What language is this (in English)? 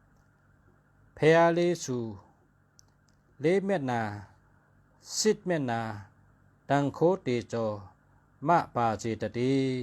Shan